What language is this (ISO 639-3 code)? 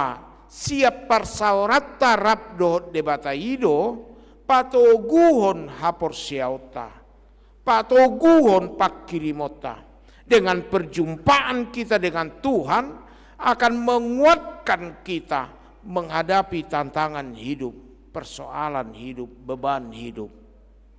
bbc